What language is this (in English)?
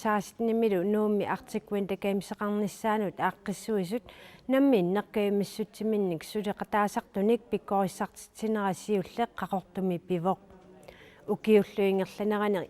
Kalaallisut